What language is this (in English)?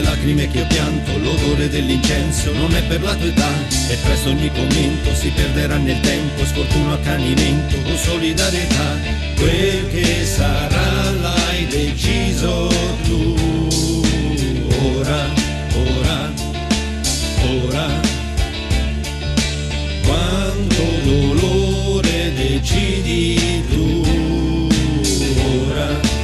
Italian